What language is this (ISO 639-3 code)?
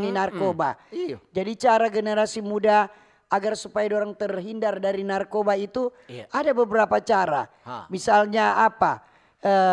xmm